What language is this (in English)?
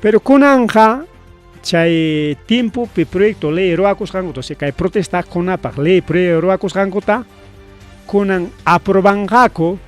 Ayacucho Quechua